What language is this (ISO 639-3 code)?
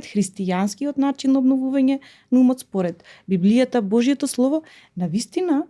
mkd